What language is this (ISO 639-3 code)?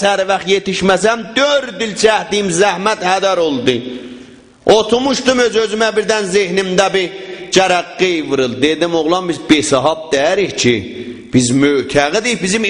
azb